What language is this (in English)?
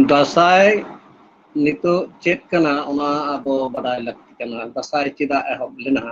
Santali